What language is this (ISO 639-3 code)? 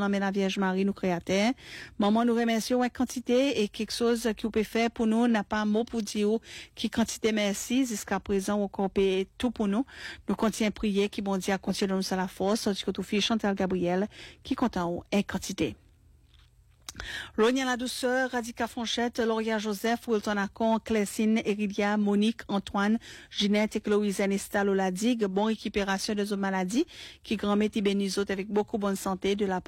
fra